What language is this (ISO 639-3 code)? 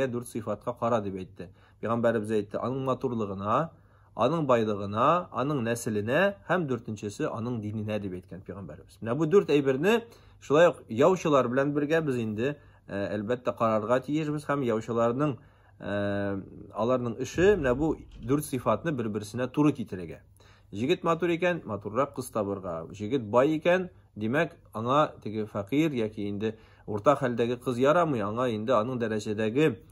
tat